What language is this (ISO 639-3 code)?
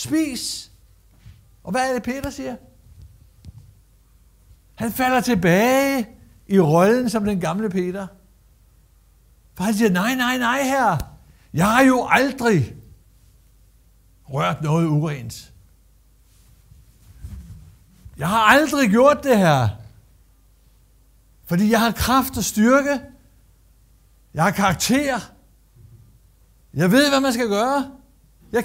dan